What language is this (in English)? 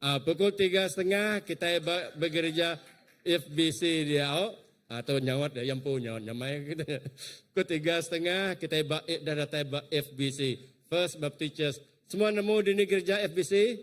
Iban